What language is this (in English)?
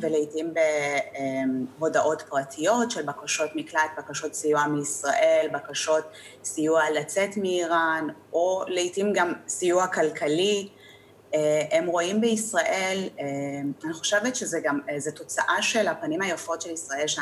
Hebrew